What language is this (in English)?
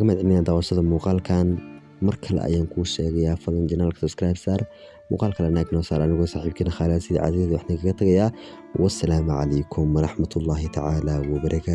Somali